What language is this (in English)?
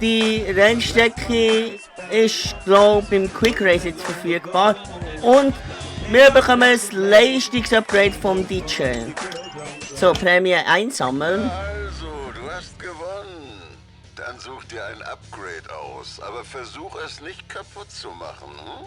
Swiss German